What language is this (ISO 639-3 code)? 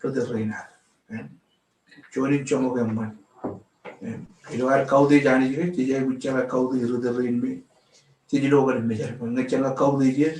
mah